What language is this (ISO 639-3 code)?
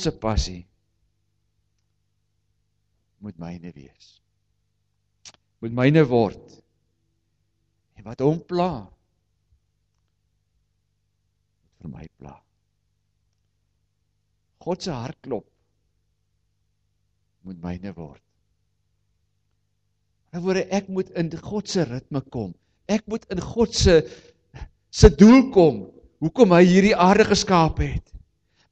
afr